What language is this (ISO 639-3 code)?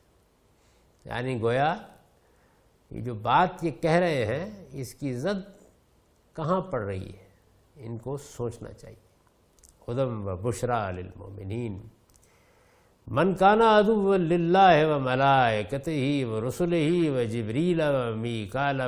urd